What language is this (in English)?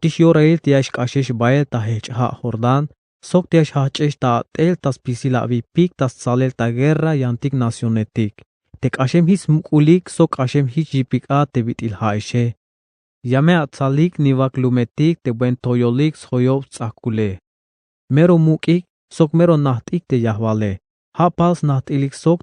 Tzeltal